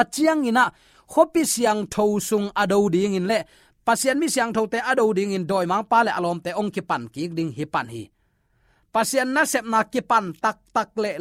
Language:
Tedim Chin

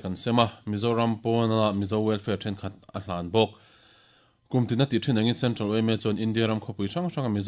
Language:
Mizo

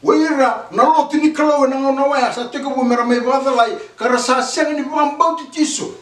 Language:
Fijian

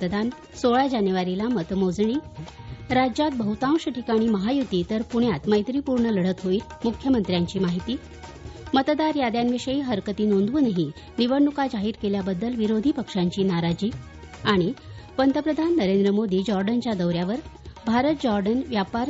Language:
Marathi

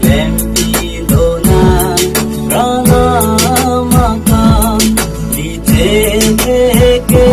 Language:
Karbi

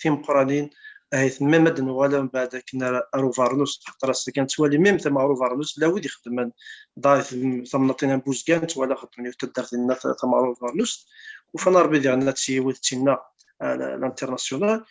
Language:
Kabyle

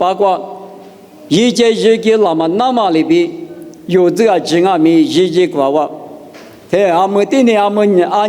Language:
Lisu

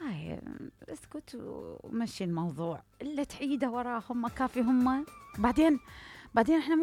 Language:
Mesopotamian Arabic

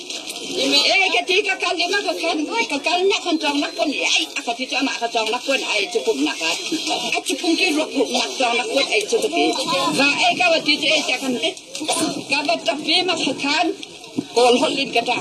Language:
Hakha Chin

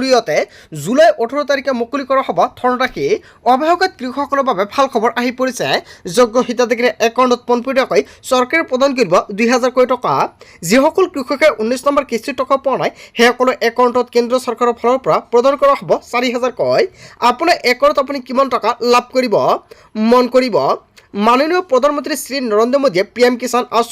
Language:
Assamese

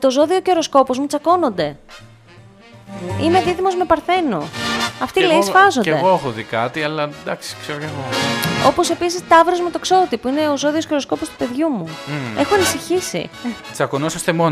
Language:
Greek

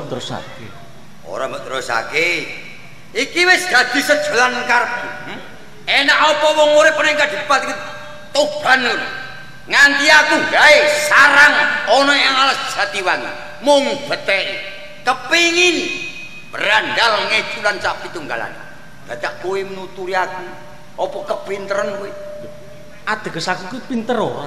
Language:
Javanese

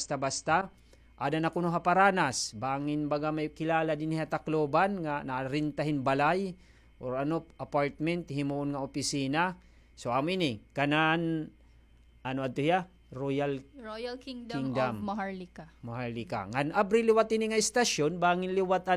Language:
Waray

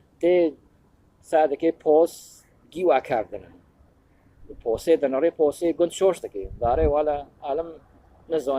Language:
Kurdish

